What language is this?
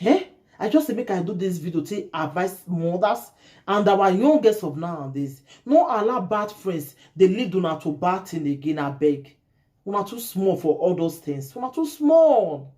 Nigerian Pidgin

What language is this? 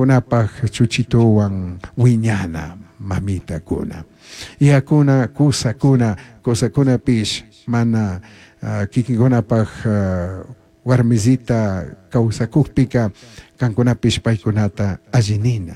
Chimborazo Highland Quichua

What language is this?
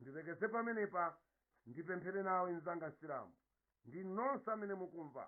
Nyanja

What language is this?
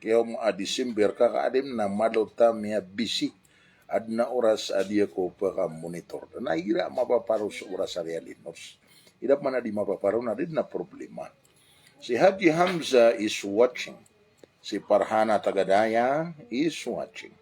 Maranao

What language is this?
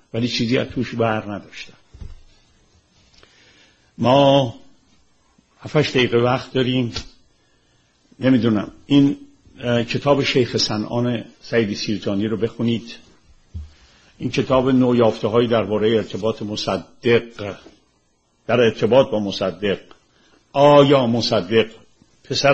Persian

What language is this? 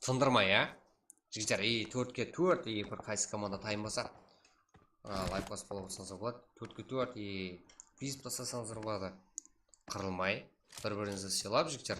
Kara-Kalpak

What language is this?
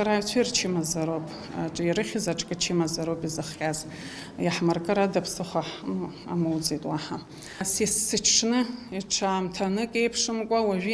Abkhazian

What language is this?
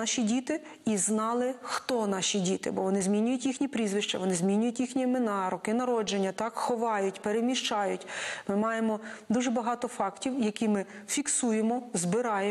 Ukrainian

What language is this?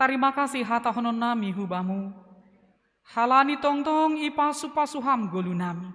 Batak Simalungun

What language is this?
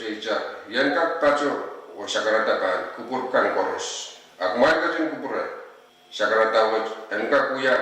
Pohnpeian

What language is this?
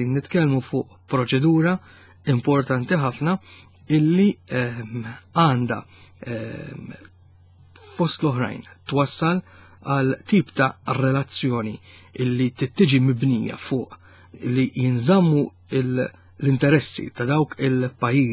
Maltese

